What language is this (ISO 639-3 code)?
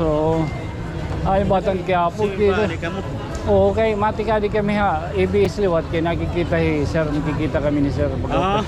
war